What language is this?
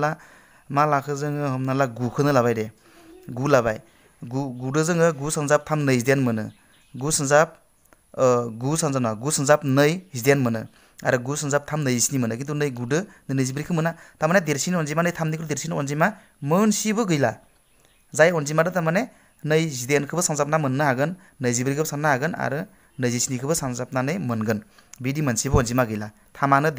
Bodo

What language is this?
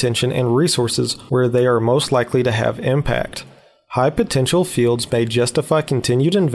English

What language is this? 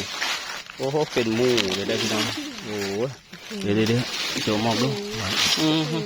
Northeastern Thai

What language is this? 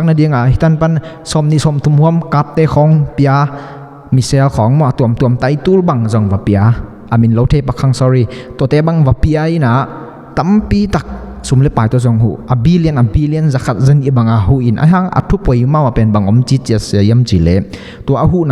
Tedim Chin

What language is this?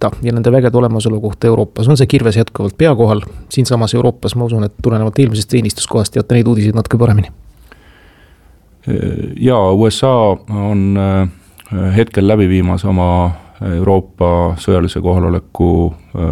Estonian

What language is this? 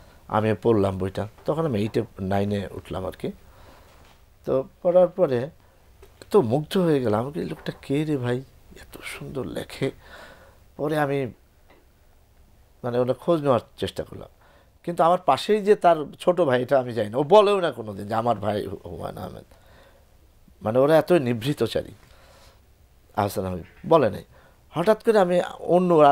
Bangla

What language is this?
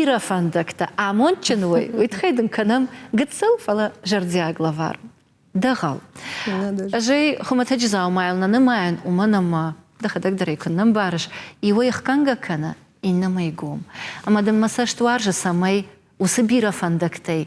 Ossetic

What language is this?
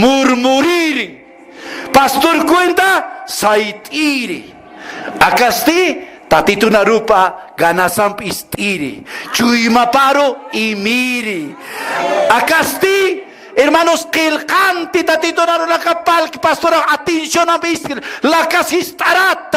Aymara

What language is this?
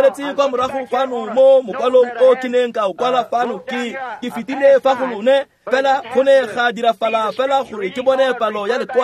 Tswana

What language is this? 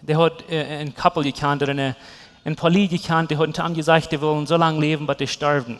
Plautdietsch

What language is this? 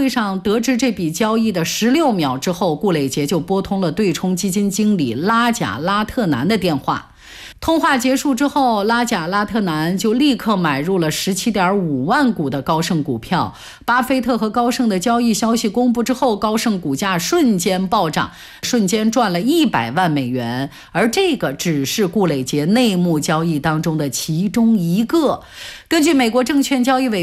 Chinese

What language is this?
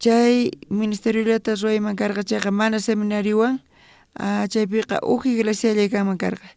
South Bolivian Quechua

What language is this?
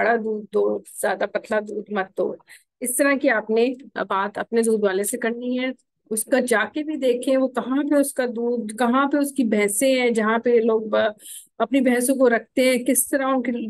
Hindi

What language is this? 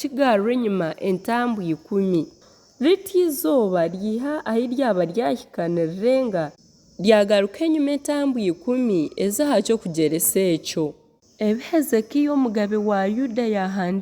Nyankole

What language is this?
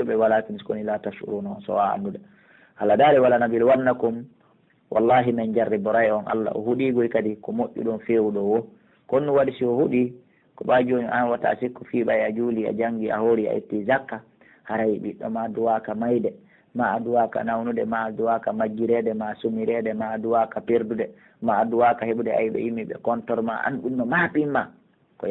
Pular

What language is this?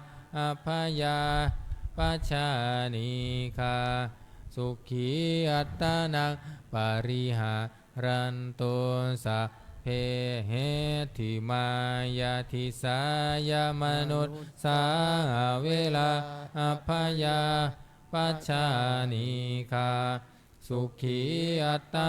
Pali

